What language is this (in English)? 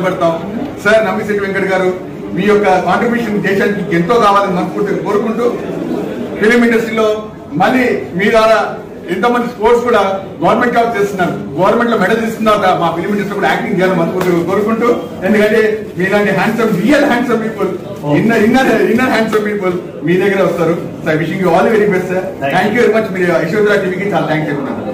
Telugu